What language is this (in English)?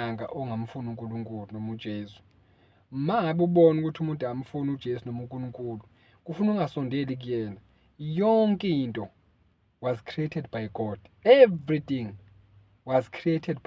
Zulu